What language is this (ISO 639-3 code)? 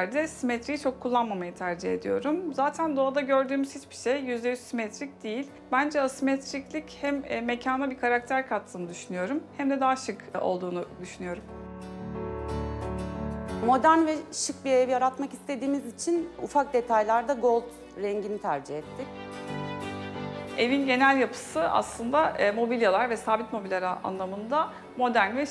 tur